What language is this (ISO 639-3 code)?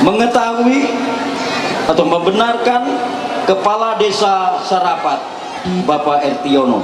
mhy